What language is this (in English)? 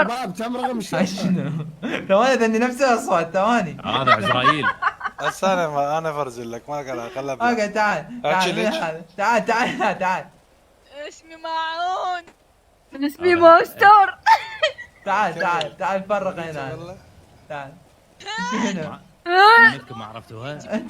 Mesopotamian Arabic